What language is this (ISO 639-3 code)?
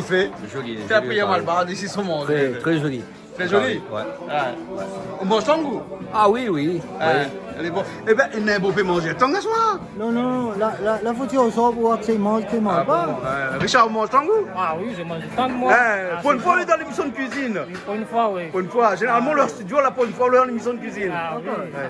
rcf